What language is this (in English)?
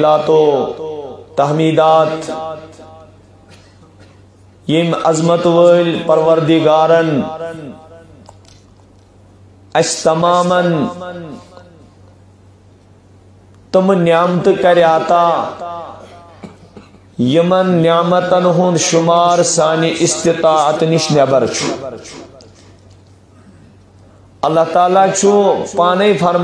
Kashmiri